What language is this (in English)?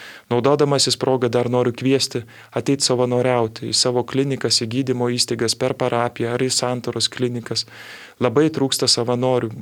Lithuanian